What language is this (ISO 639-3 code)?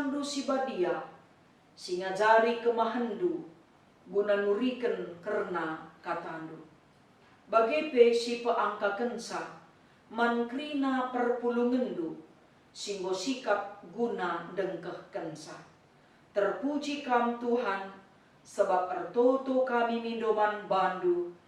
btx